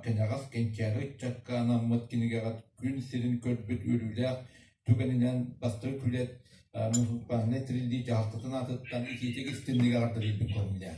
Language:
Yakut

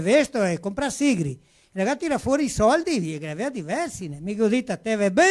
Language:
Venetian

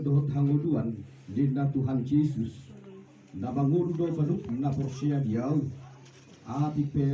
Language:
Batak Toba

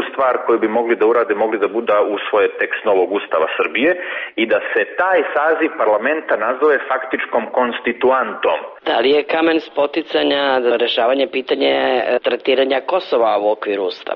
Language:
Serbian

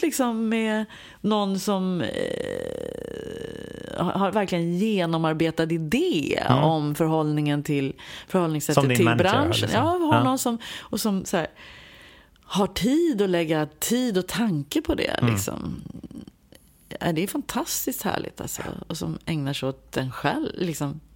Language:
Swedish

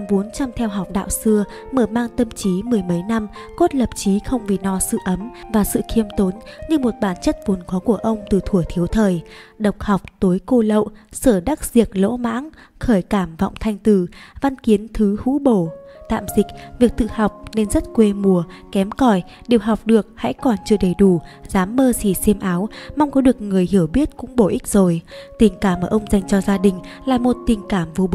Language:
Vietnamese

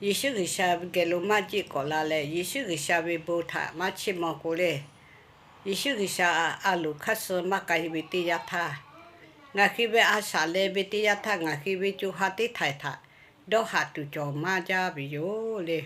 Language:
Lahu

